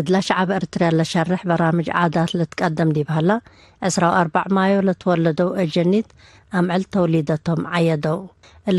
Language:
Tigre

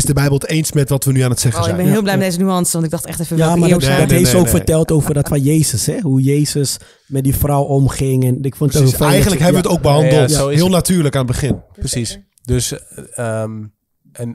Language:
Dutch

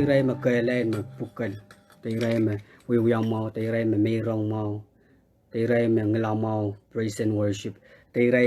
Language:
Pohnpeian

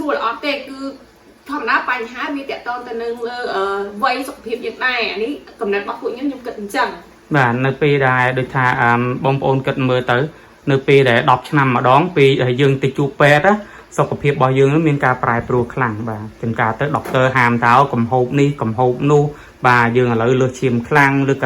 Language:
Khmer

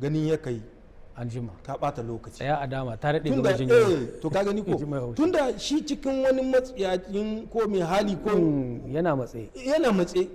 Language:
Hausa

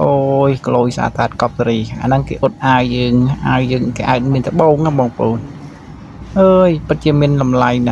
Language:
Khmer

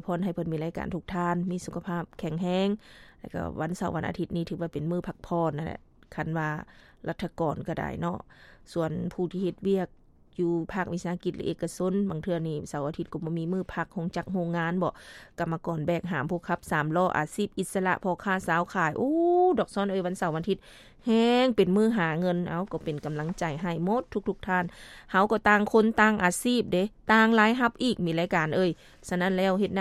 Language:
Lao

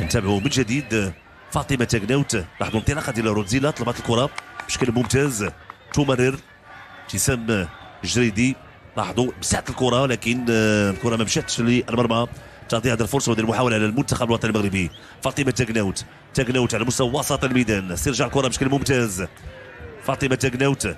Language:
Moroccan Arabic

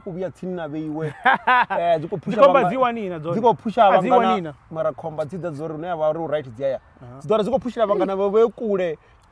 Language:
Venda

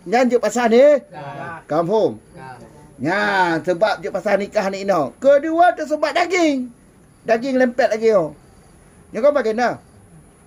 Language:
Achinese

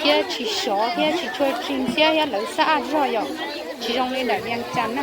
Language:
Hmong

